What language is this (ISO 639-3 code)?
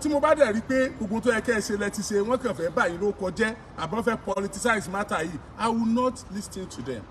yor